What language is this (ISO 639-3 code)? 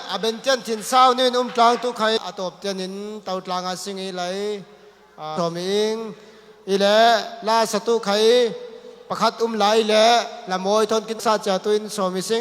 cfm